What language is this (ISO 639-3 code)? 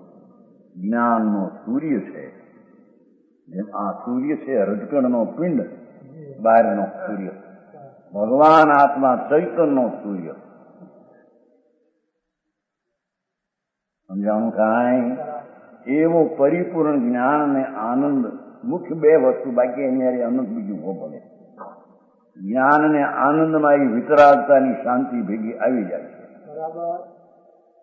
guj